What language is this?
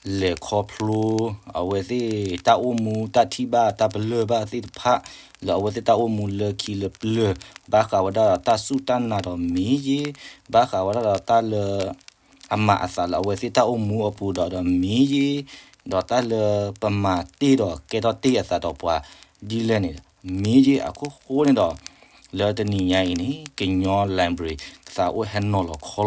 S'gaw Karen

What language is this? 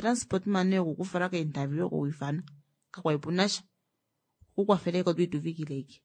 Kuanyama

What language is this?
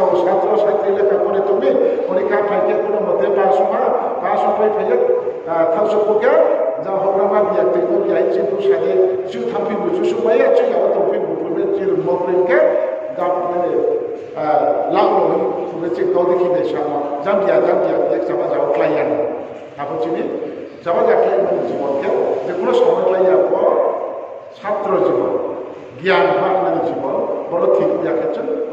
Riang (India)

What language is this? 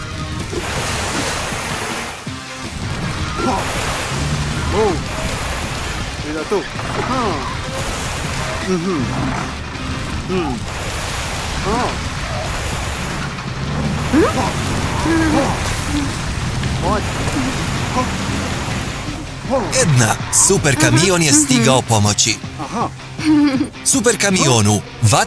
Croatian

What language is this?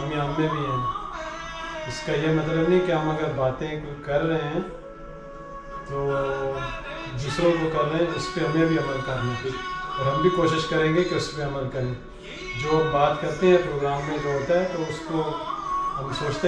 Urdu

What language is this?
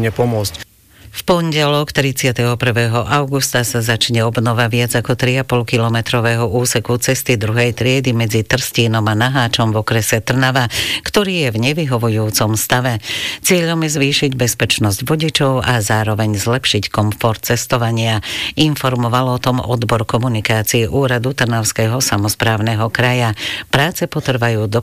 Slovak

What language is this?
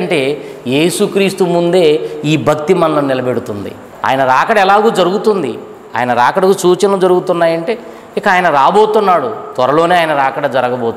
Telugu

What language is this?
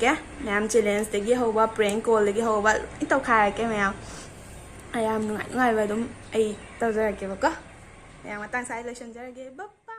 Manipuri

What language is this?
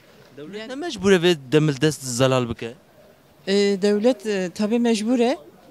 Kurdish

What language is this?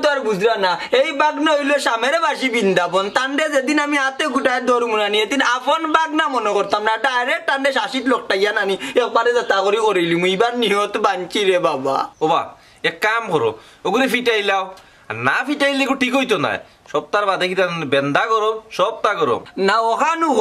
Sylheti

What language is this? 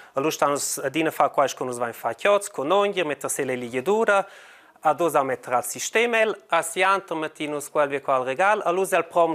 Romansh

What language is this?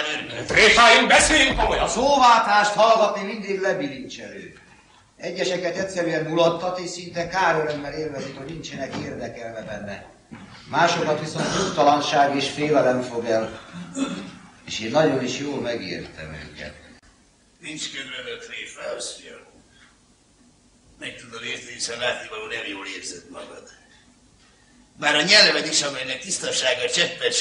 Hungarian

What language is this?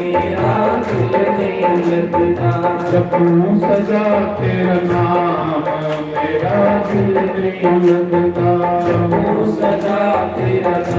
Dogri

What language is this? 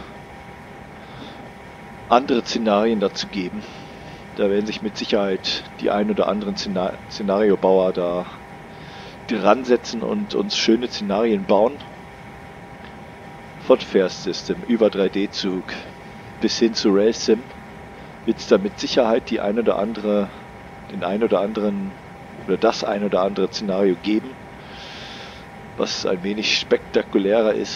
German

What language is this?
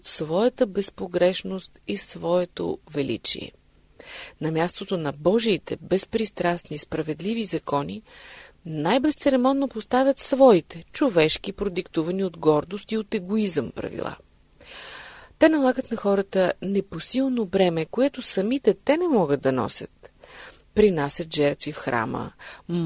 Bulgarian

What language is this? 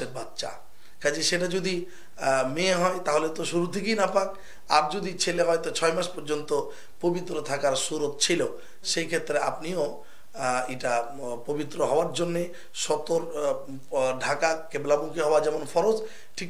Bangla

